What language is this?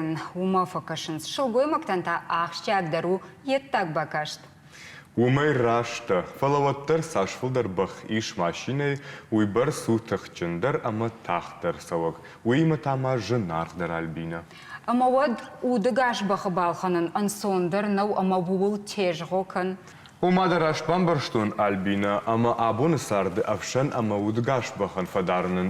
Ossetic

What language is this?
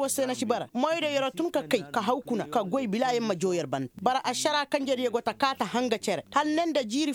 Koyraboro Senni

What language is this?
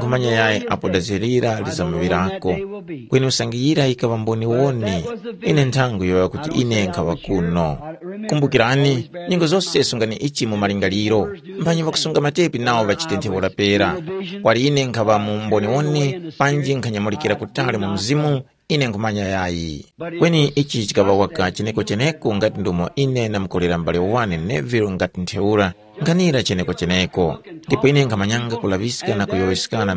Tumbuka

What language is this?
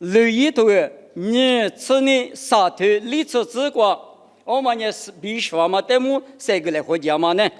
Lisu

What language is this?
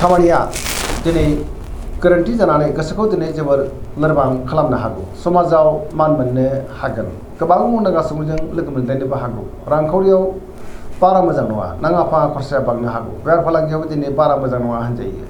Bodo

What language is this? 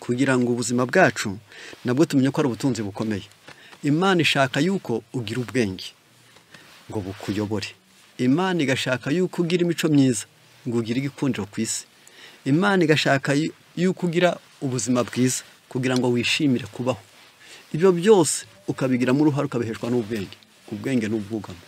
Kinyarwanda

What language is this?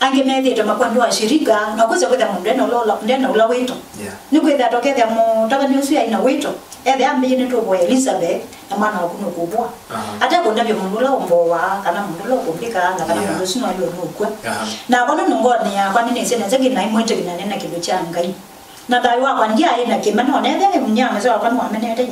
Kamba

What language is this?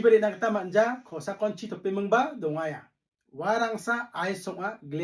Garo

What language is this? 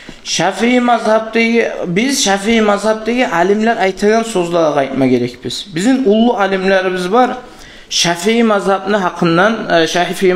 Kumyk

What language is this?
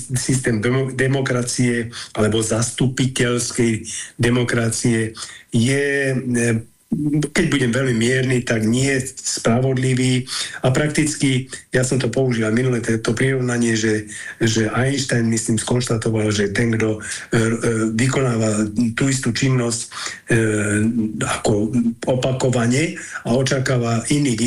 Slovak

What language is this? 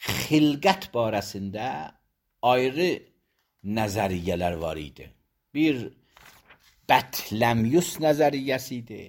Azerbaijani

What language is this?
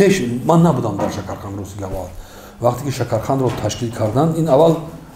Tajik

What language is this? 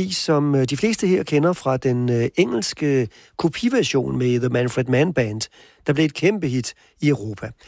Danish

